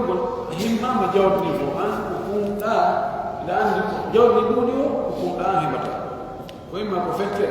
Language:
Pular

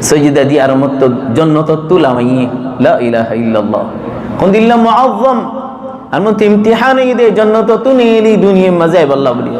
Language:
Rohingya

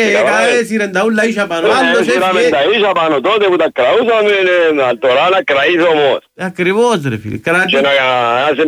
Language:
Greek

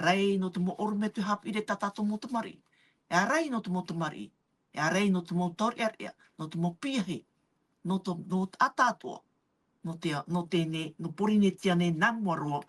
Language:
Tahitian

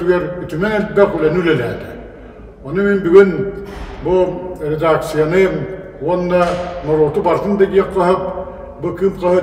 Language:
Yakut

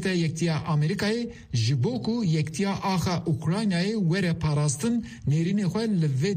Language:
Kurdish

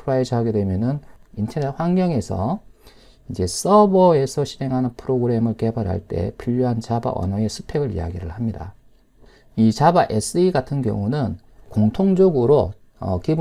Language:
Korean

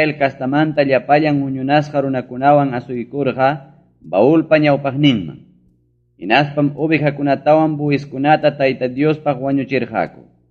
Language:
Ayacucho Quechua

